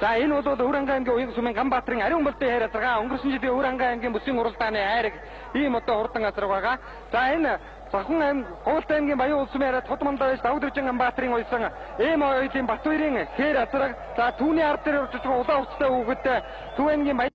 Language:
Mongolian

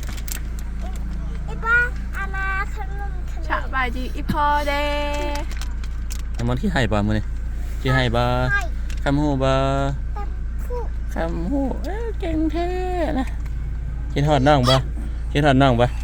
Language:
Lao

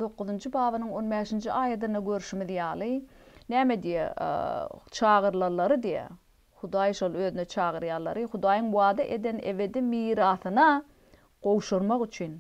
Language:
Turkmen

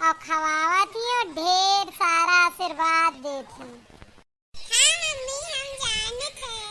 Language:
Awadhi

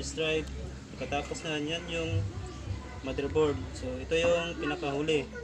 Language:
Filipino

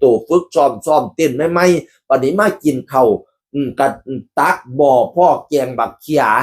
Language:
Northeastern Thai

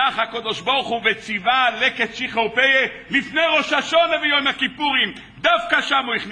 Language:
Hebrew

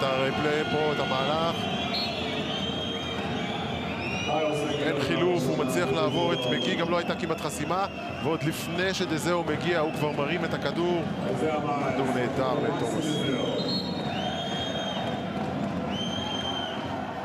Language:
Hebrew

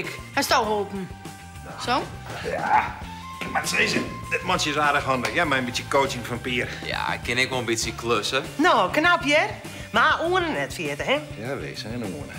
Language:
Western Frisian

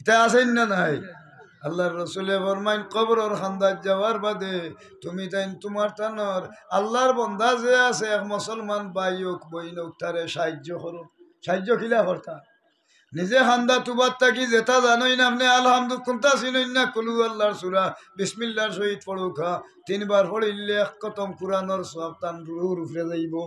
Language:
Sylheti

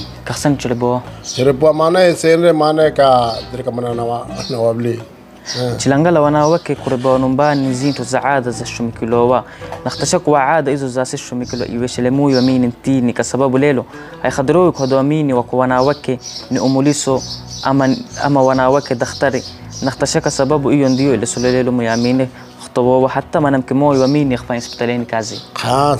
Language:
Swahili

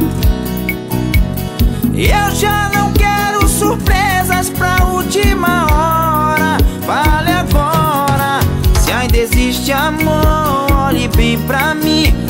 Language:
Portuguese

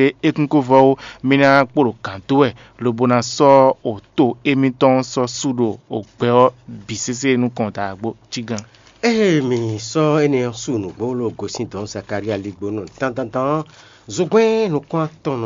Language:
Fon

